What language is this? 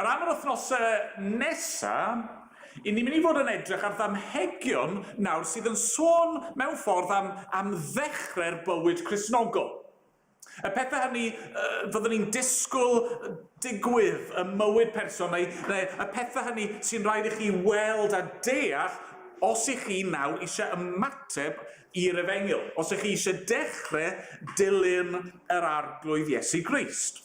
Welsh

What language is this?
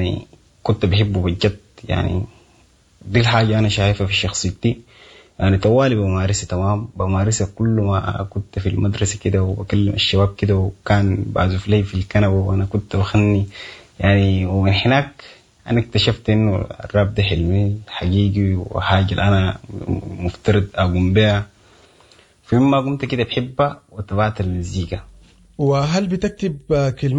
Sudanese Arabic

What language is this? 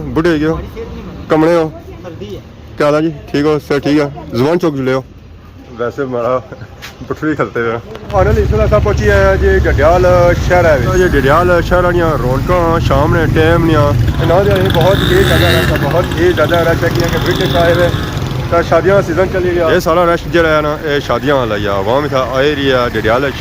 Pahari-Potwari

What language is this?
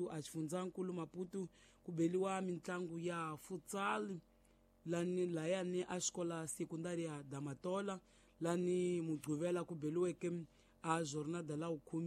Tsonga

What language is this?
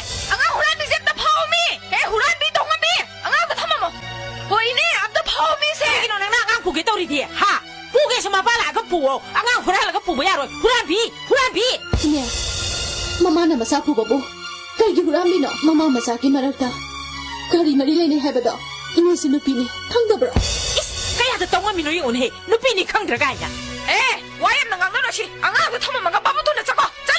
Manipuri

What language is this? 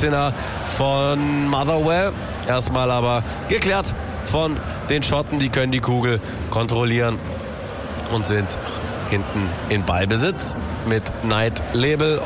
German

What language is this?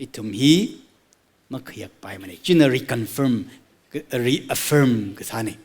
Tangkhul Naga (India)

